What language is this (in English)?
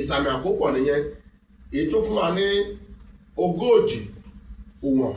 Yoruba